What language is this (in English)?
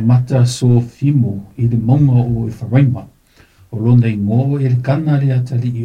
Samoan